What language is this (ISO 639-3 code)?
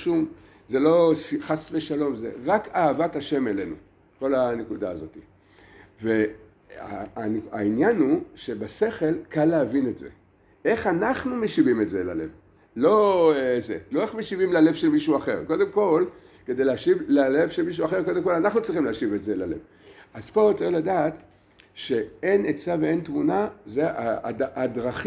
heb